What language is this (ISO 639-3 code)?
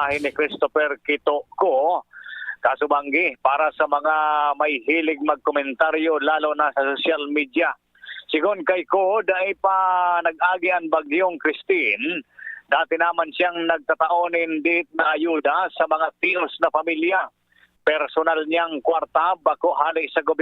bik